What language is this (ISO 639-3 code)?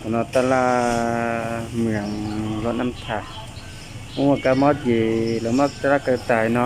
hmn